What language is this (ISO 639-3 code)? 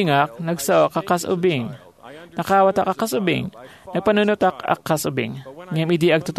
ilo